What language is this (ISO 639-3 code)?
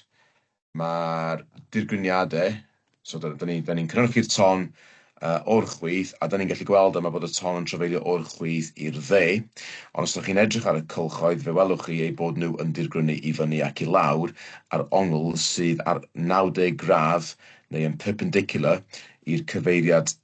cym